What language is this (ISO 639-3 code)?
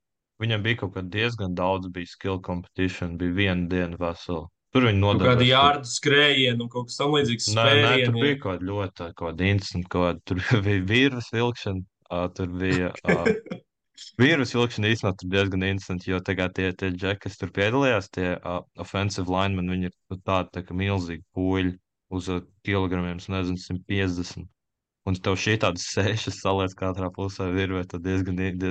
lav